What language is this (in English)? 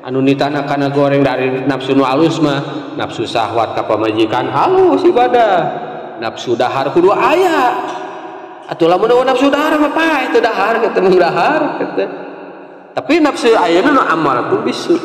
Sundanese